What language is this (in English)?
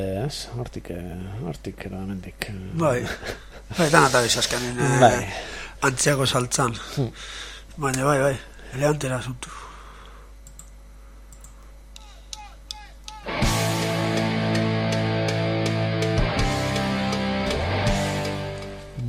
Basque